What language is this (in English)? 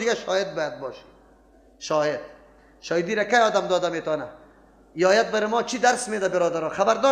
Persian